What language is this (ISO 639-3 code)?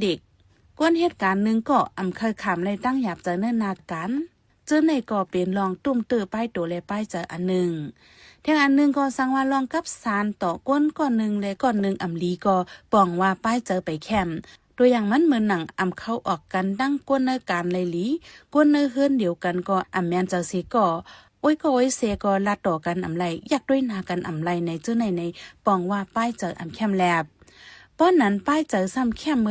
shn